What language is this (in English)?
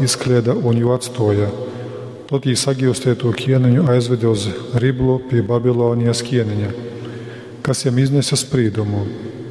Latgalian